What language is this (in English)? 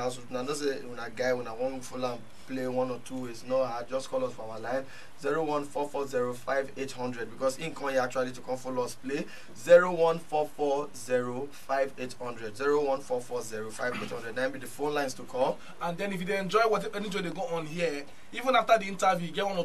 Nigerian Pidgin